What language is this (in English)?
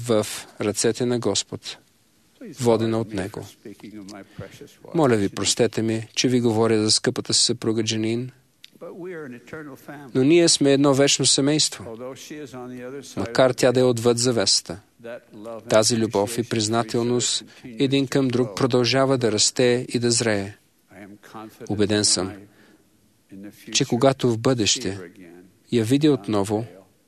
Bulgarian